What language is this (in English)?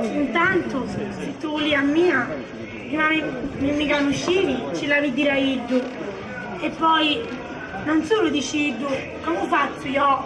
Sicilian